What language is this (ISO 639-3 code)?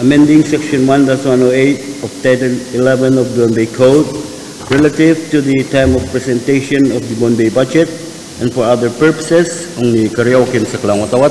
pon